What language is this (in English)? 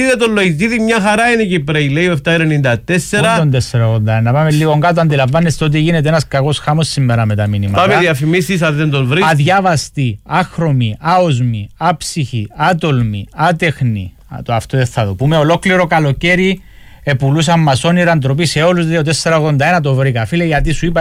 Greek